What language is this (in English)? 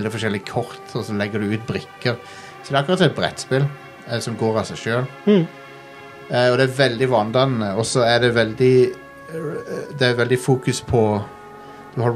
Norwegian